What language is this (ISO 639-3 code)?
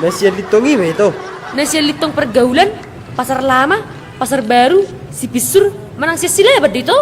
bbc